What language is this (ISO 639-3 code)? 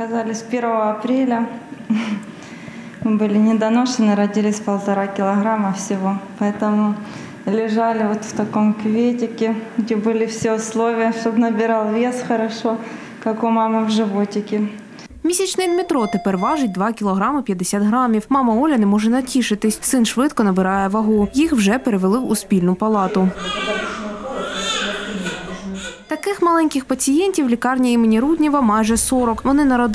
ukr